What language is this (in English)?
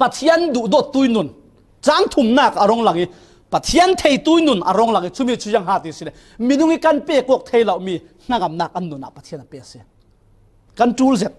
Falam Chin